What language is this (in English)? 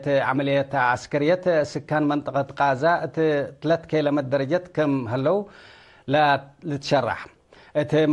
Tigre